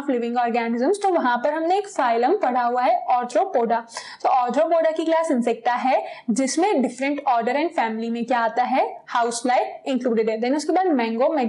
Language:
Hindi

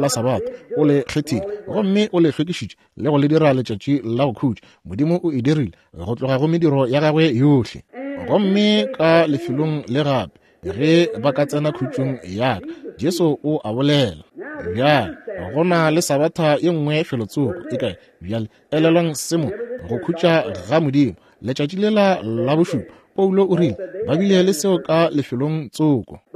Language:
Northern Sotho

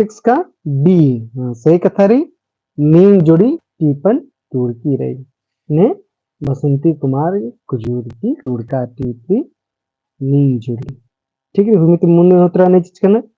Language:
Kurukh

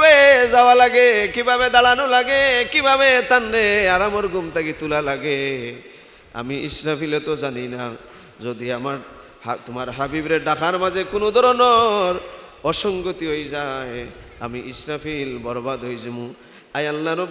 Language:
Sylheti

